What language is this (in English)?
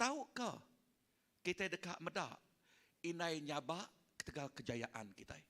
Iban